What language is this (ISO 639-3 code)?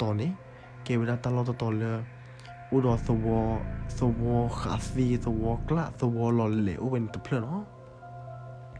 ksw